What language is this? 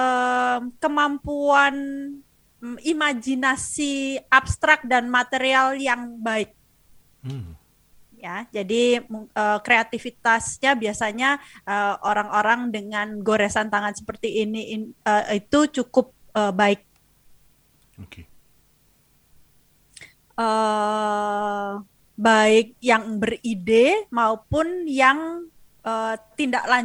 Indonesian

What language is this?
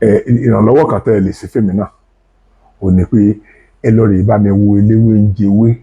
Yoruba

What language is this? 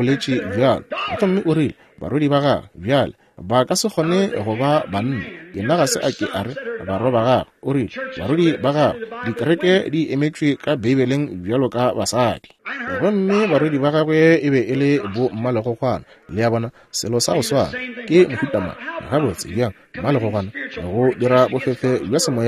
Northern Sotho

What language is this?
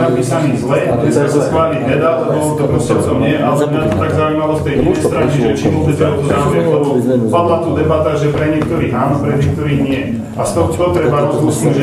Slovak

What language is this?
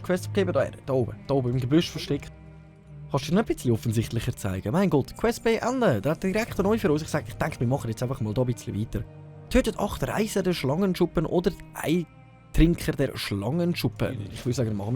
Swiss German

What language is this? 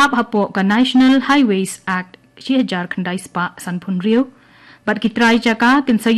Khasi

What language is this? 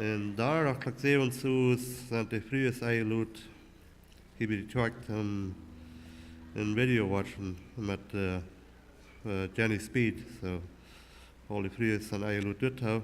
Plautdietsch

